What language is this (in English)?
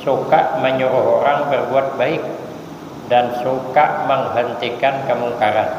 Banjar